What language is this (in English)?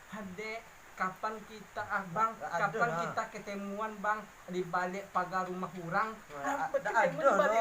Minangkabau